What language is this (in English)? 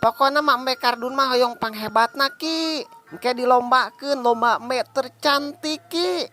Sundanese